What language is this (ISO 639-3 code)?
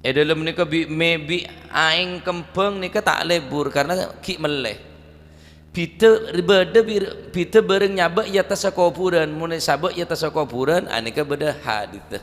mad